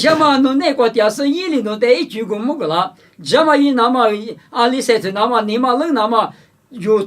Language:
Lisu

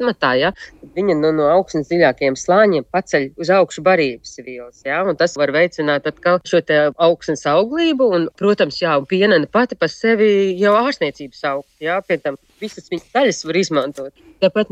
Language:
Latvian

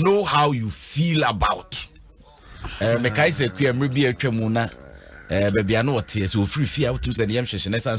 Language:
Akan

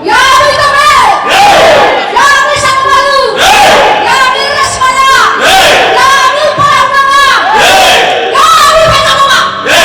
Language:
Nias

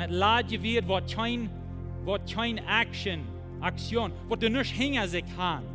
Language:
Plautdietsch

